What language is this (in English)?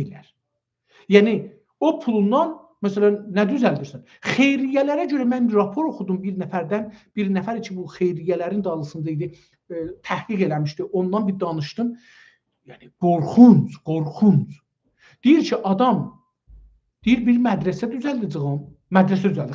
South Azerbaijani